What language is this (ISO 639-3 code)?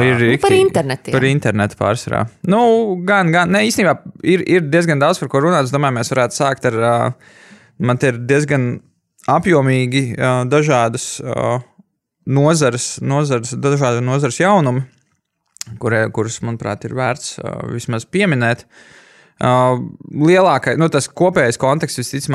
lav